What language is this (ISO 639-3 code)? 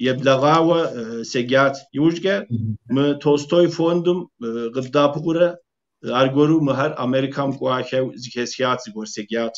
kbd